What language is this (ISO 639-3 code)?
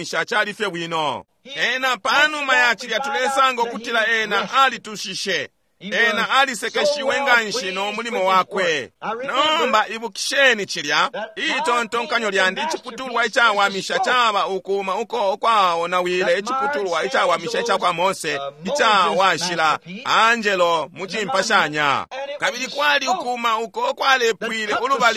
bem